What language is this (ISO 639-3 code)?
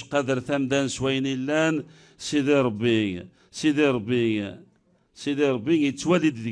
kab